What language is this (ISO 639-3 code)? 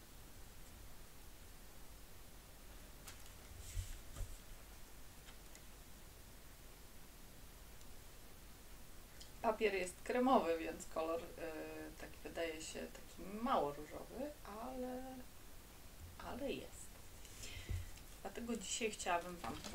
pol